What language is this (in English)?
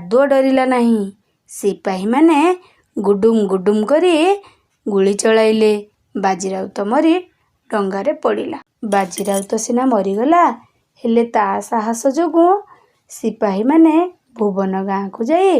Odia